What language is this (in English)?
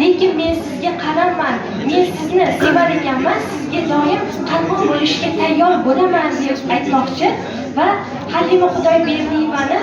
Uzbek